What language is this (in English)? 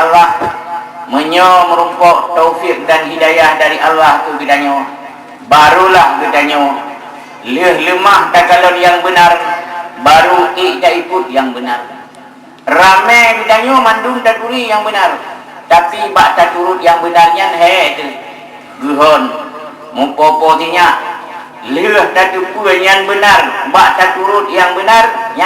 Achinese